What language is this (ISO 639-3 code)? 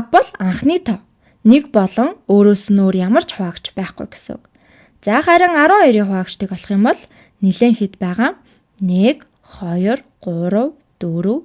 mon